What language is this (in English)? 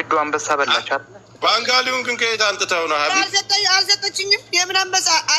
Amharic